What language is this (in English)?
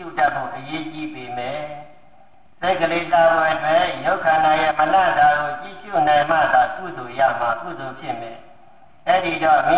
Burmese